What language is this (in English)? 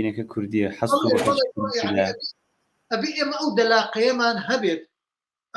Central Kurdish